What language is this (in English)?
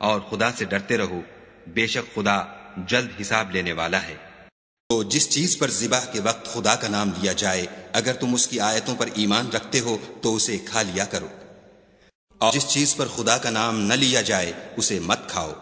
Urdu